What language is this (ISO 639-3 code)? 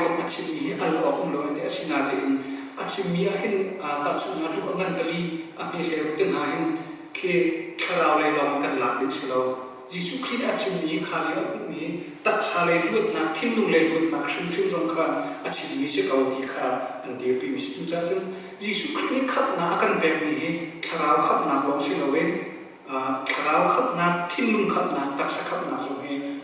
cnh